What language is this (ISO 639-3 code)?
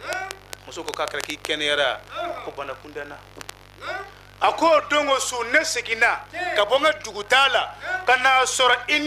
bam